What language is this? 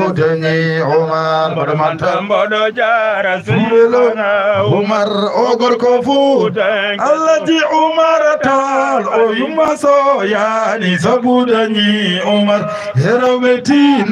Fula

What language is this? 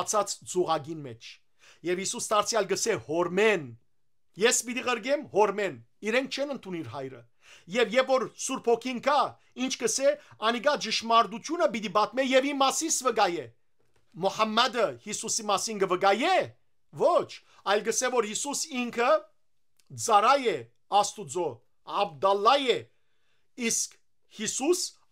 Western Armenian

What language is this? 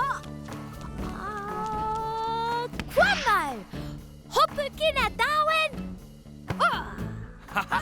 Māori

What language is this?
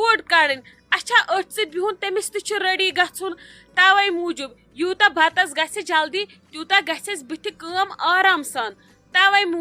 Kashmiri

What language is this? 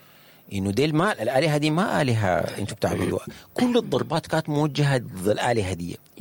Sudanese Arabic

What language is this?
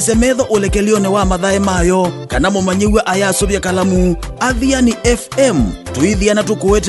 Kamba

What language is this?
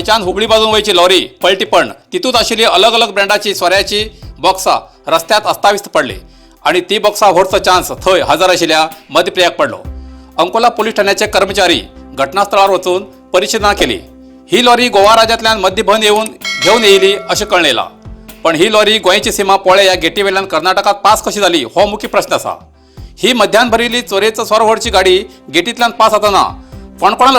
Konkani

